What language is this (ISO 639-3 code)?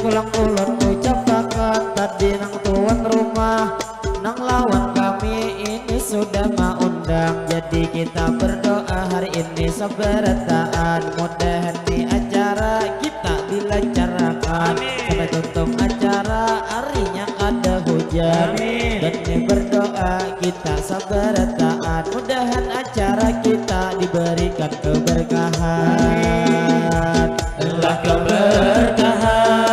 bjn